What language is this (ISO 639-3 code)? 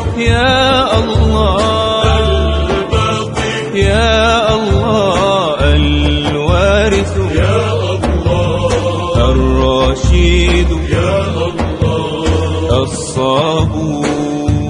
ara